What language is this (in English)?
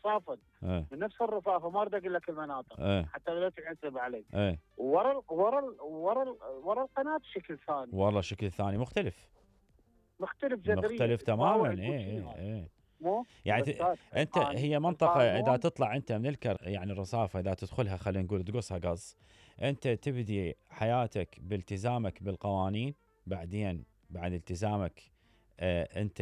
Mesopotamian Arabic